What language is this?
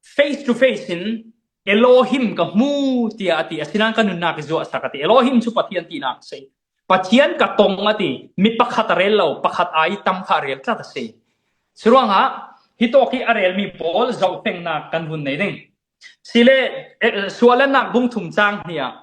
Falam Chin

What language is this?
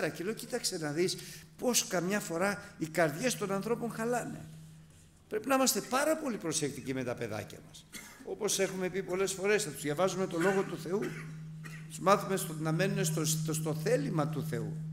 Greek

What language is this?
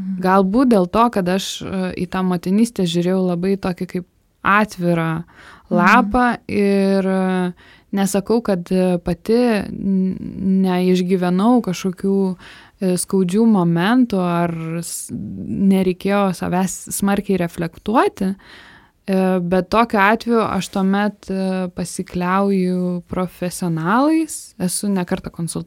Lithuanian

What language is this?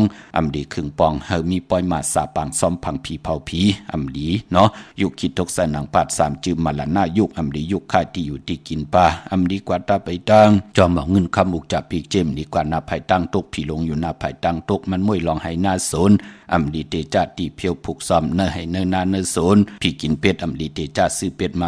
Shan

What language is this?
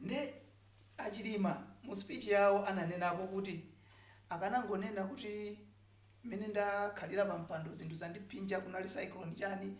Nyanja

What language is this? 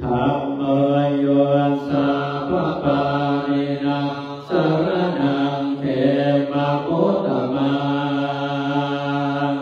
Pali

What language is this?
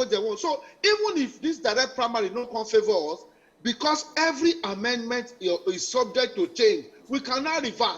Nigerian Pidgin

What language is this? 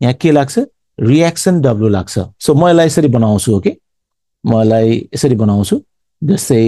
Nepali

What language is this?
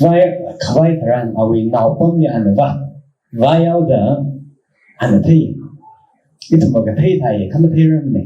Tangkhul Naga (India)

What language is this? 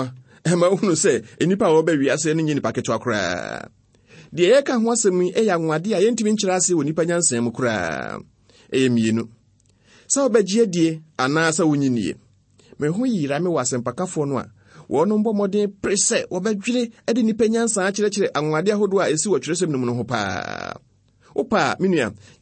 Akan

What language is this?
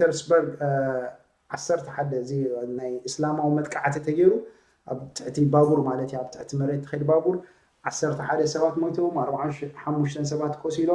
Tigrinya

